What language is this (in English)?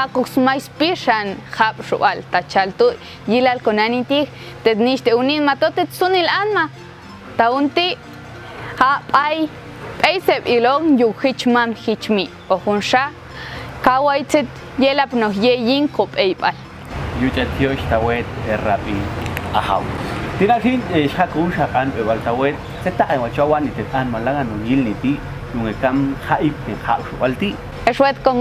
Popti'